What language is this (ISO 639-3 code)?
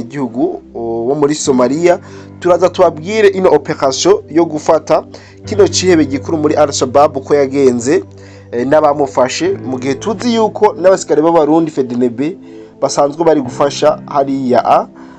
run